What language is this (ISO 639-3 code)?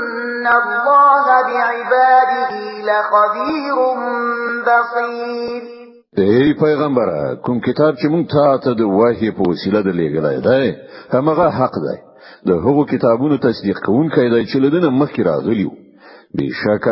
pus